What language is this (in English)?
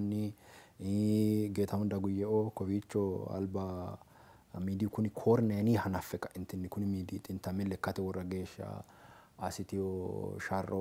Sidamo